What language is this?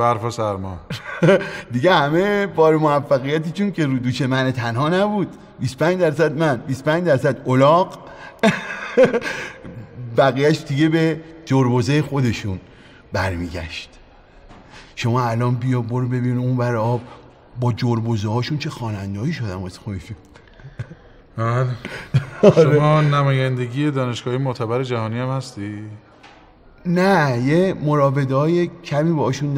Persian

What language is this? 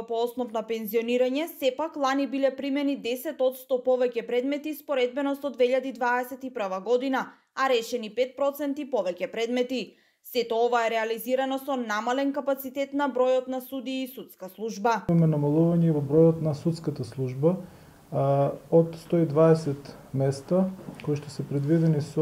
Macedonian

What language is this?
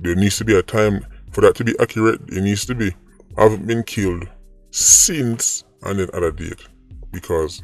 Jamaican Creole English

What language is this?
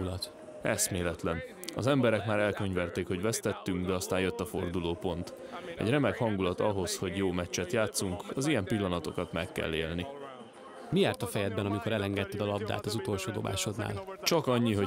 Hungarian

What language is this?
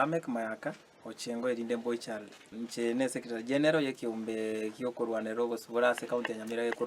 Gusii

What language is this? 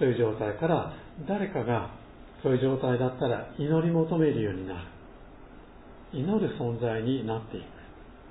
Japanese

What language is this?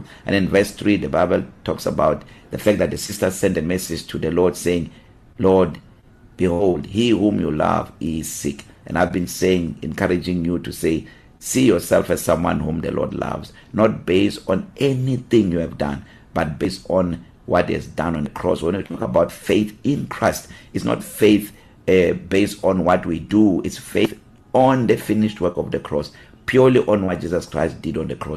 English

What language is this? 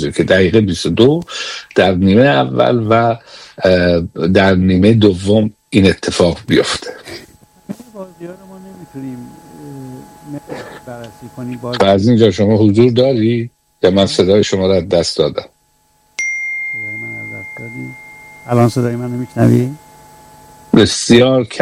Persian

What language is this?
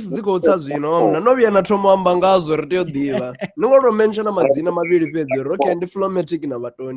Venda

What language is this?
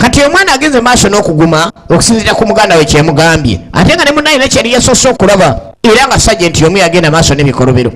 Ganda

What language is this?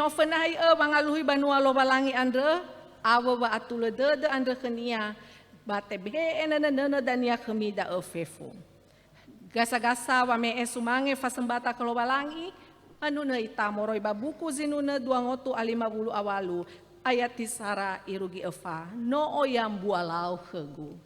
Nias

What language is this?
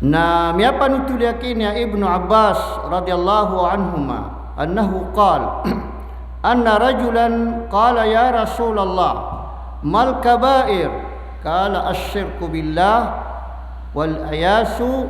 Maranao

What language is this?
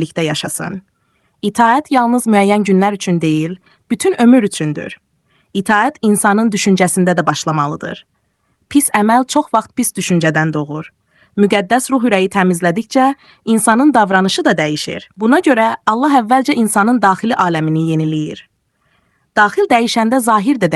Azerbaijani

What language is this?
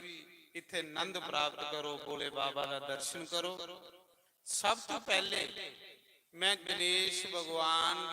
Dogri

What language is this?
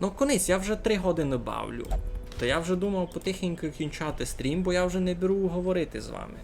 Rusyn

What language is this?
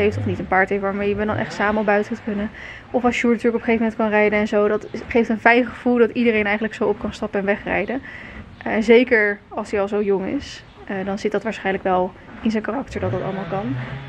Dutch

